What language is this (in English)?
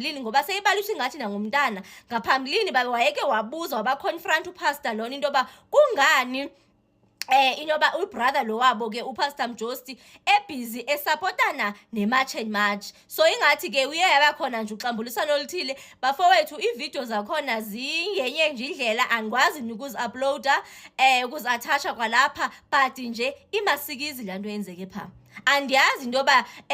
Zulu